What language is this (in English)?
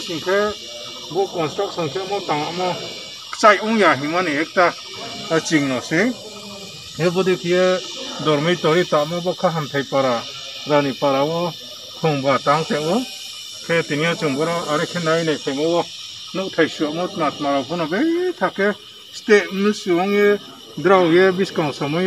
Riang (India)